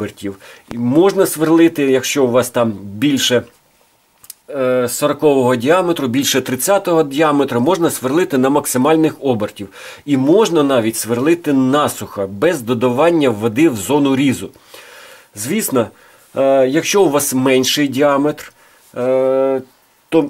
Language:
Ukrainian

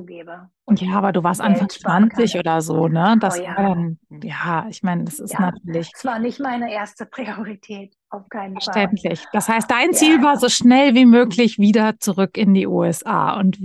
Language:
German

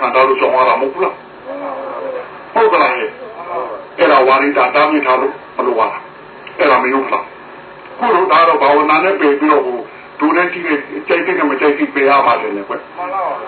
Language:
Burmese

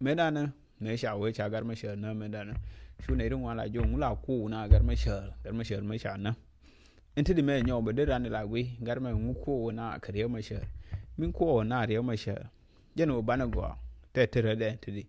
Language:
Nuer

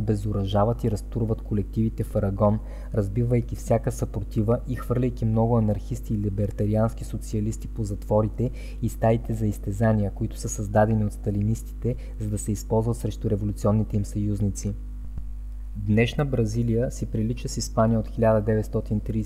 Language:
Bulgarian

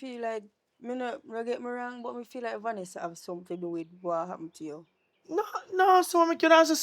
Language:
Jamaican Creole English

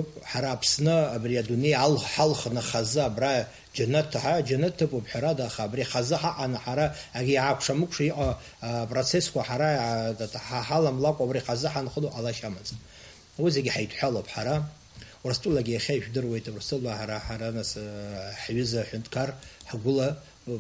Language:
Abkhazian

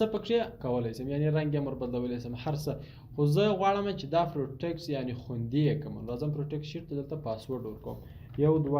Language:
Pashto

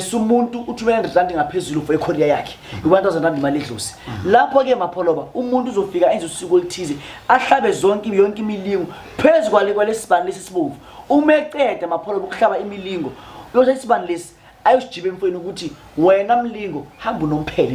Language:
Zulu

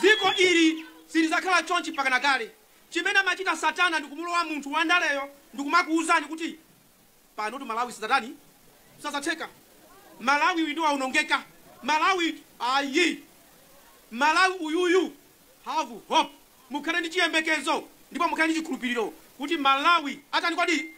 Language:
Nyanja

